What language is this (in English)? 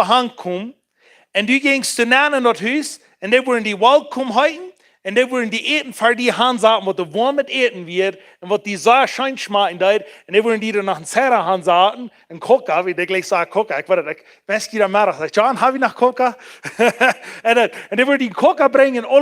Plautdietsch